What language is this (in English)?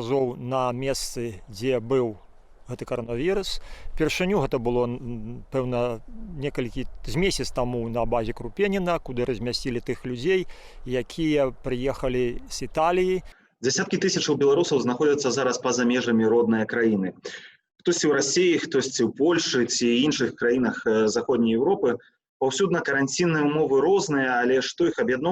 Belarusian